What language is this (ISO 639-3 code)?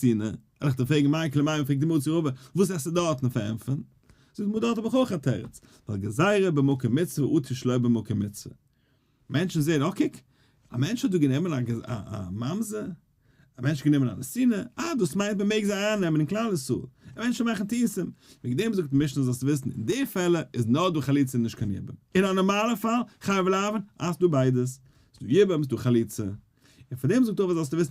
yid